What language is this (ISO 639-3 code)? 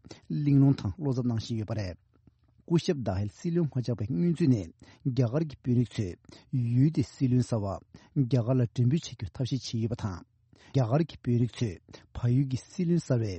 bod